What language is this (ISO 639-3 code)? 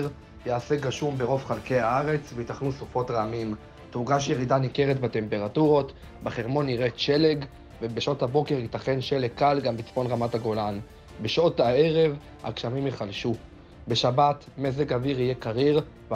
heb